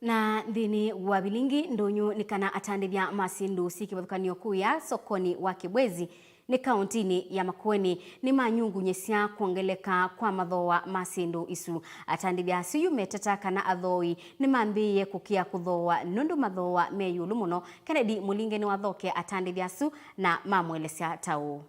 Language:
Kamba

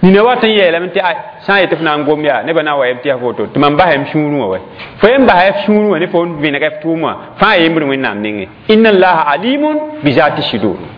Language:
Mossi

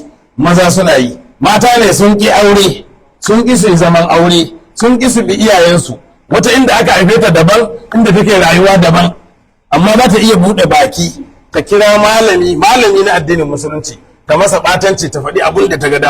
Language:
Hausa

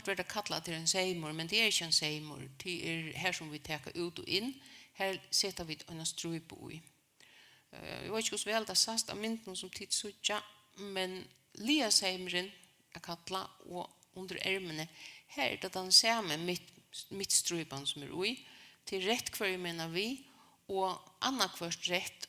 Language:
Faroese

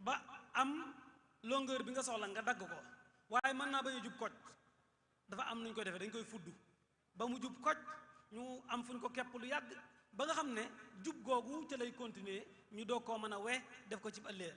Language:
Wolof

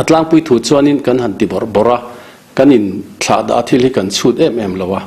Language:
Mizo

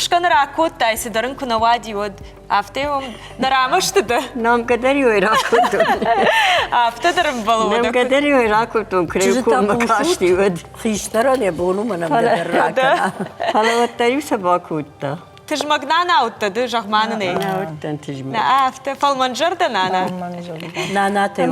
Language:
Ossetic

